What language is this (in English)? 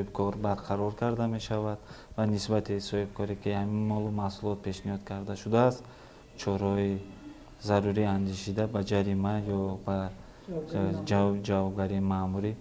Tajik